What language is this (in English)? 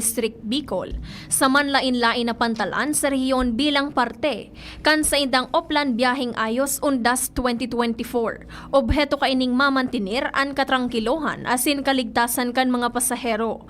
Bikol